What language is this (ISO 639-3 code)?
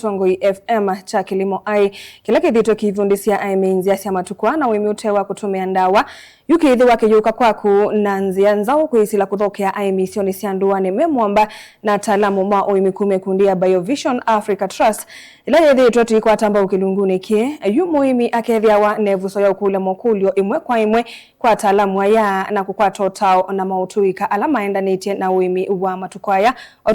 kam